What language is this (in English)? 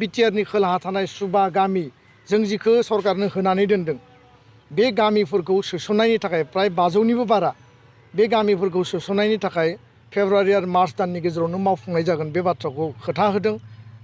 Bodo